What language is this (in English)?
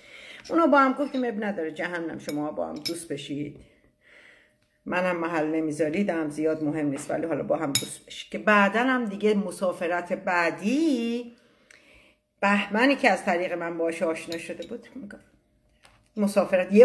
Persian